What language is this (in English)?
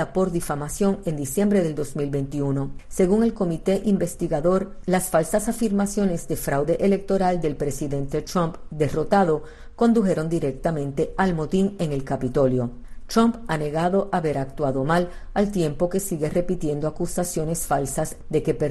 Spanish